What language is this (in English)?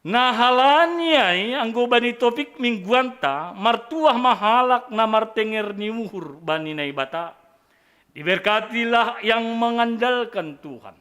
Batak Simalungun